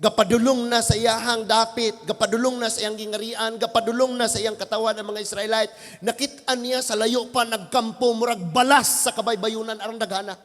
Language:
Cebuano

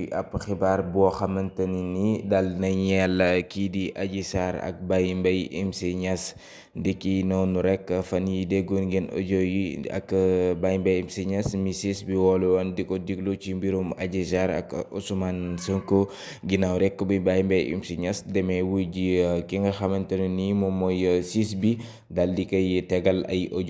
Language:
Wolof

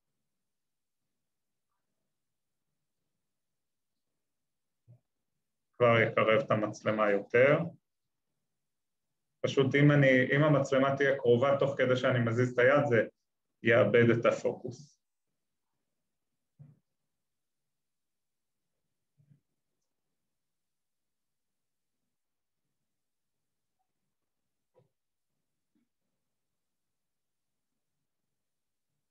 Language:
Hebrew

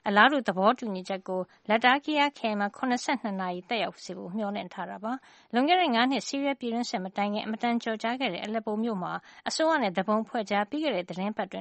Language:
Burmese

